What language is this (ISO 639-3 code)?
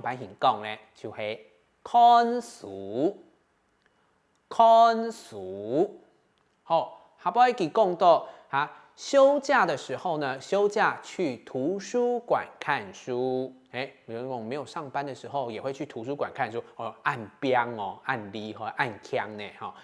hak